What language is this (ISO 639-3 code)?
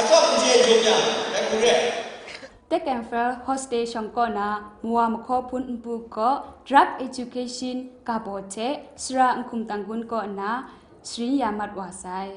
kac